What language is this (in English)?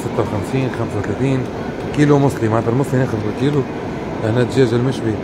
Tunisian Arabic